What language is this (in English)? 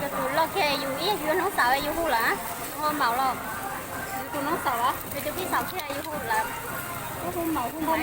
Hmong